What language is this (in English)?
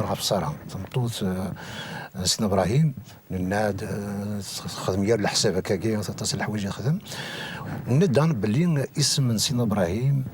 Kabyle